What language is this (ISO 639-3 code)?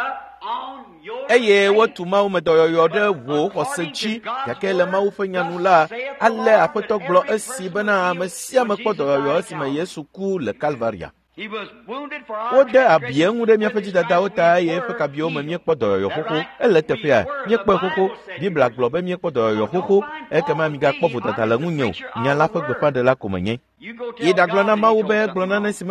ewe